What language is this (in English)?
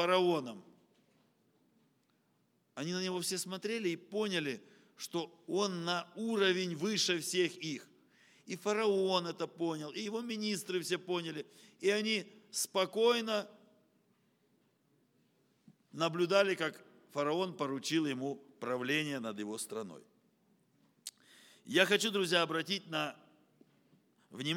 Russian